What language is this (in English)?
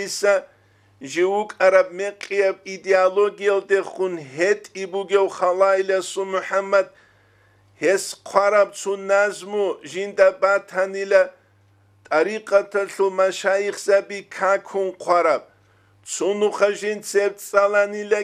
Avaric